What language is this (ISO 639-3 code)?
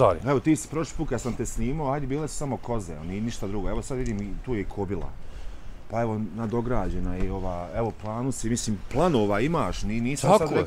bos